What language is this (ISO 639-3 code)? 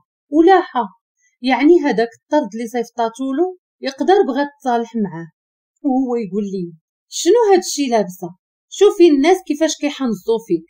ary